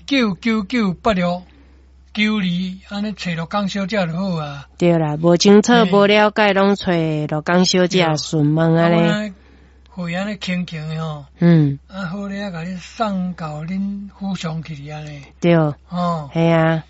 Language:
Min Nan Chinese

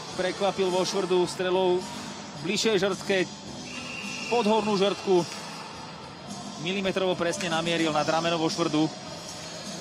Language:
Slovak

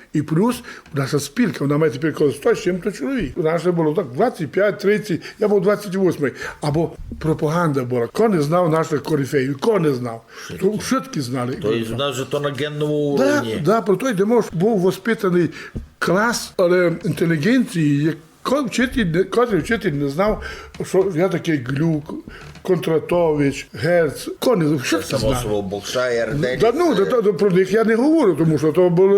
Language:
Rusyn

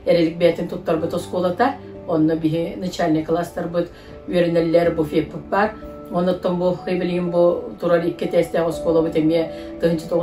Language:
Yakut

